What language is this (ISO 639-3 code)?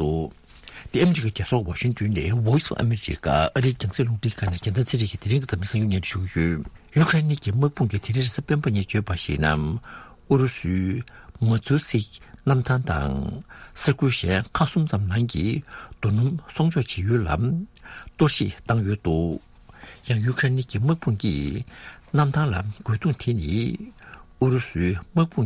bod